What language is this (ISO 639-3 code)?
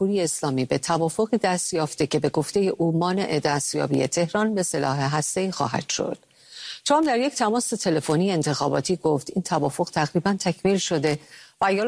fas